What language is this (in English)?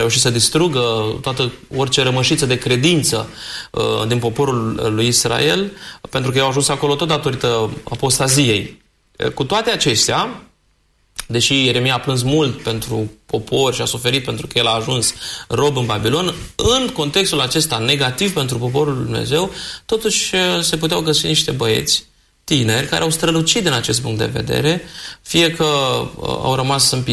Romanian